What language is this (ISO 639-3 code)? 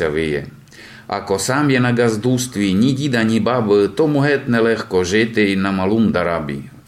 rue